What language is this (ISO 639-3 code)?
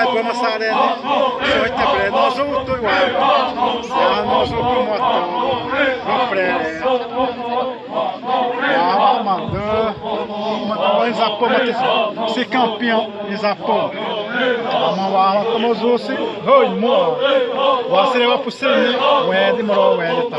xav